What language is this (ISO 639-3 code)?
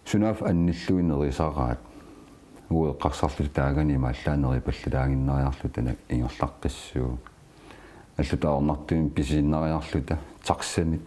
kal